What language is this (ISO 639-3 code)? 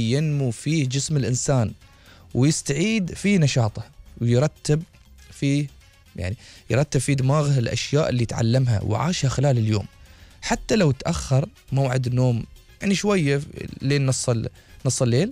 afb